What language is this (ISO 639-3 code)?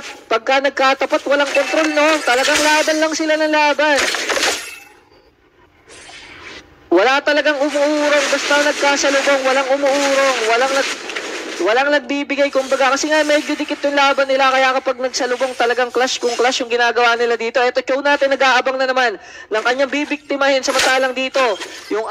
fil